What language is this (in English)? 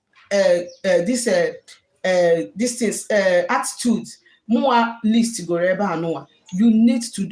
Igbo